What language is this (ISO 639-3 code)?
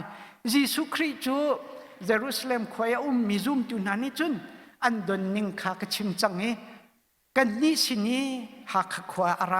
cnh